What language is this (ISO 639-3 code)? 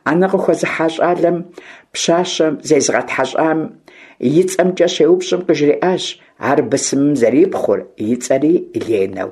kbd